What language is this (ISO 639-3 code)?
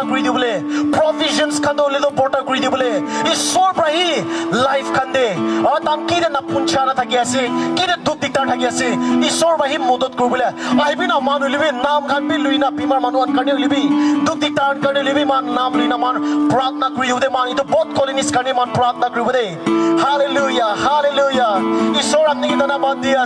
nag